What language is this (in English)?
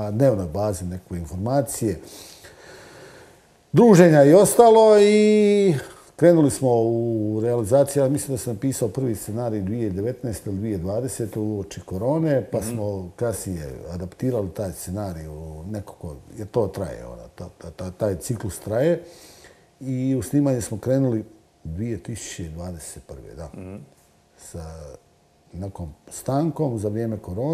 Croatian